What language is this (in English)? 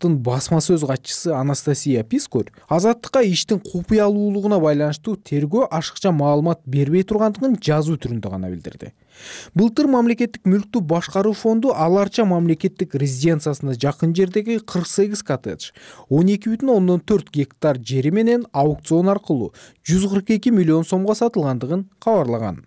Kyrgyz